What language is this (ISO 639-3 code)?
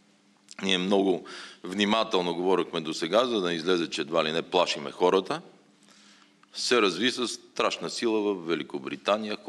bul